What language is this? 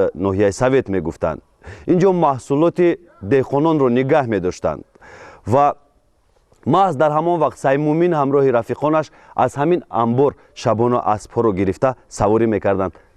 Tajik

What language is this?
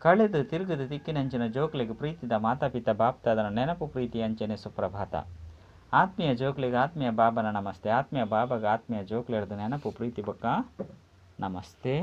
Tulu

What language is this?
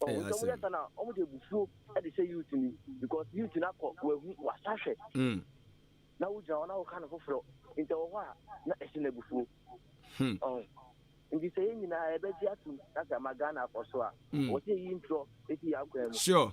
Akan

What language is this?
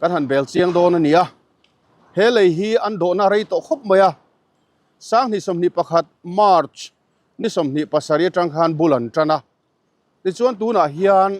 Mizo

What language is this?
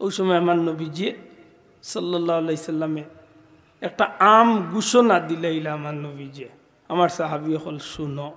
Sylheti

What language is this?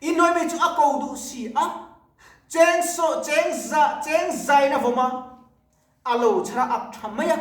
Mizo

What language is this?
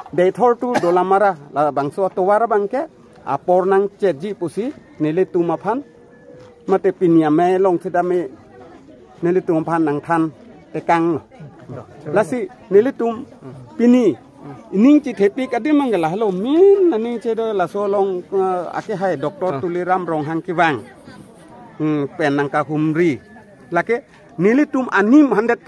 Karbi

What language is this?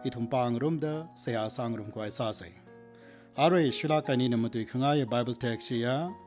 Tangkhul Naga (India)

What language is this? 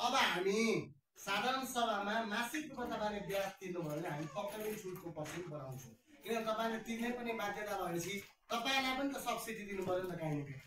Nepali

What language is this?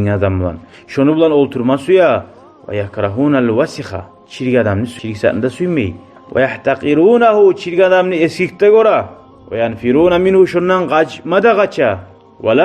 Kumyk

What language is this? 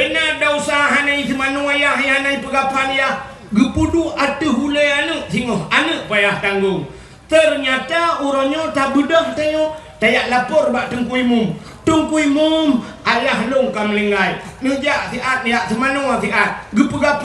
Achinese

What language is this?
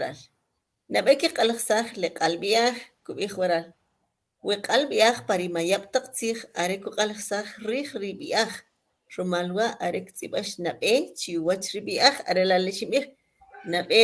Kʼicheʼ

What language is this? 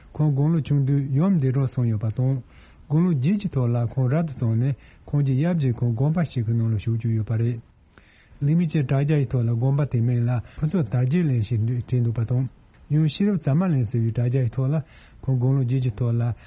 Tibetan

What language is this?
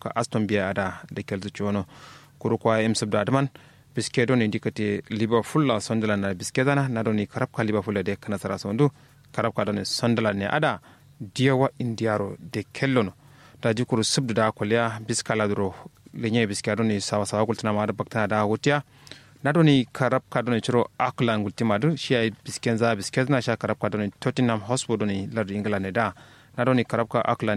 Kanuri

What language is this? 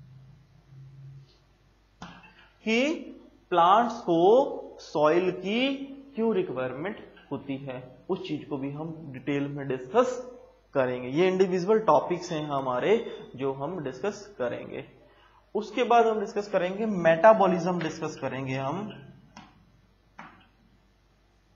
Hindi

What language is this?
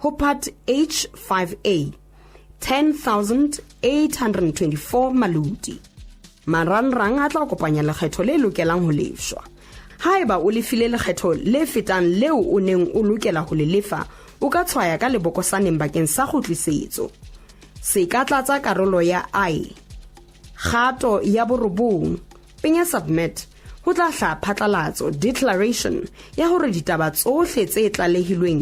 Southern Sotho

